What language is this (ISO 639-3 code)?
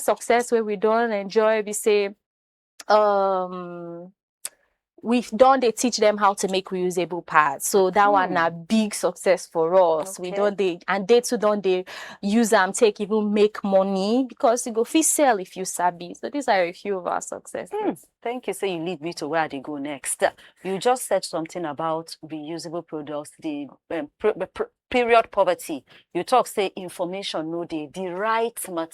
pcm